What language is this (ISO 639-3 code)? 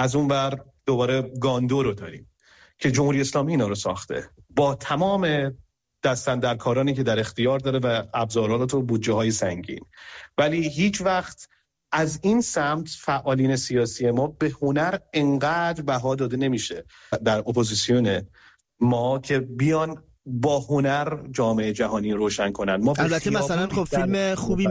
fas